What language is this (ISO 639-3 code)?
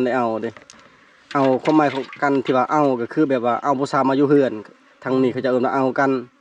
lao